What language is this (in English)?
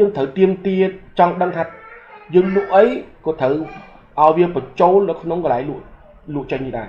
Khmer